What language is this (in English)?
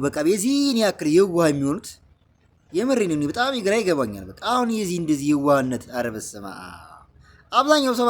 Amharic